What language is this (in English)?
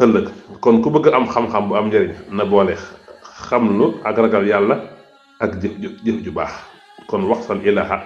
Wolof